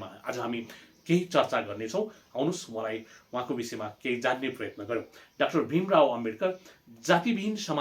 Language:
Nepali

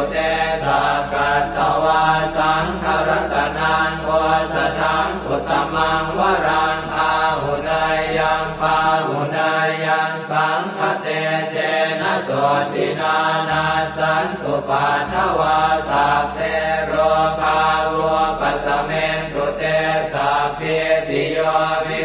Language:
Pali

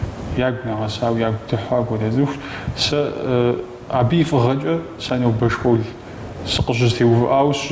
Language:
Kabardian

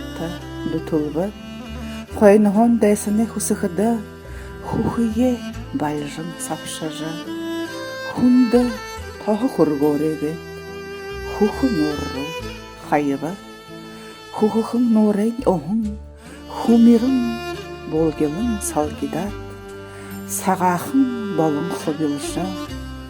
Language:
Buriat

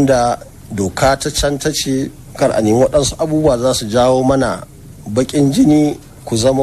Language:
Hausa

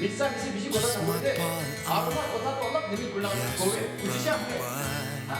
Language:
Naga Pidgin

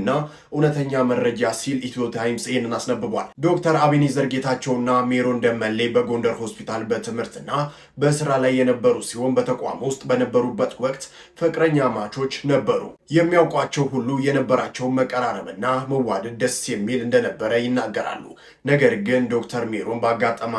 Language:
Amharic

